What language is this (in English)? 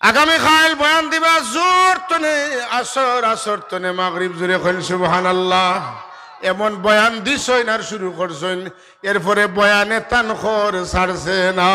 Sylheti